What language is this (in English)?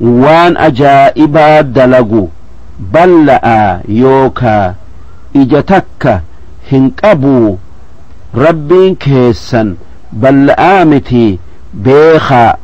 Oromo